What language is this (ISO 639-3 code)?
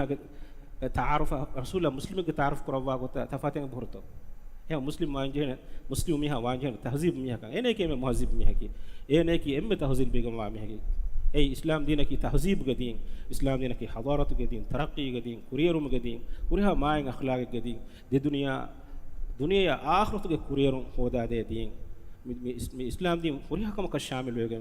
div